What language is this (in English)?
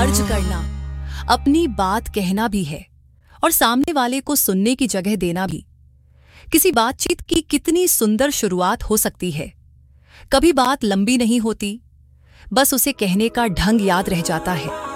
Hindi